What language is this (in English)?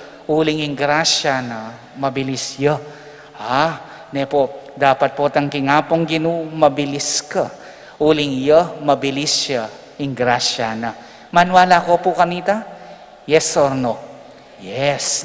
Pampanga